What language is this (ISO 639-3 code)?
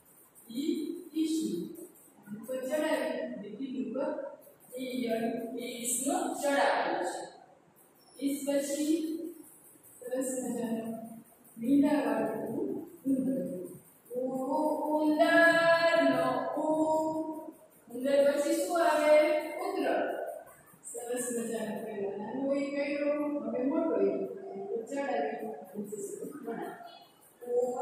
guj